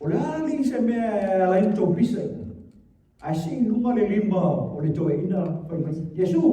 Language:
Samoan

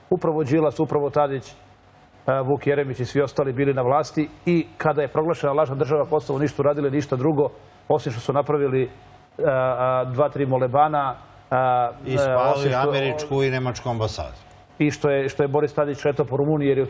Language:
Serbian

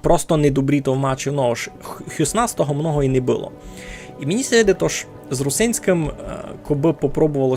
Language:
Rusyn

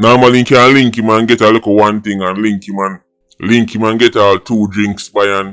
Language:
Jamaican Creole English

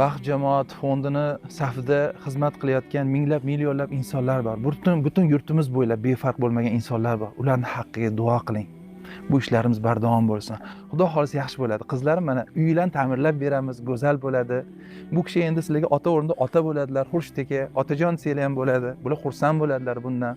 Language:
Uzbek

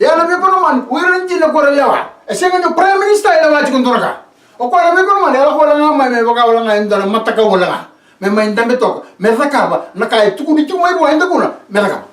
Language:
Fijian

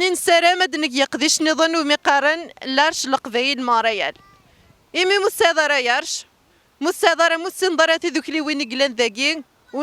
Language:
Kabyle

